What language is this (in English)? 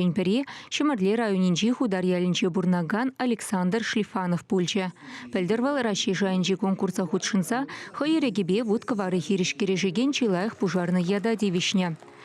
Chuvash